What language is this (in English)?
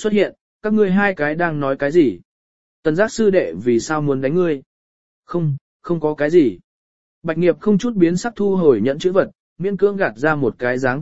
Vietnamese